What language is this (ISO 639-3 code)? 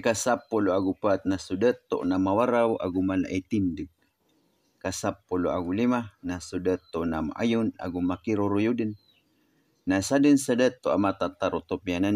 mrw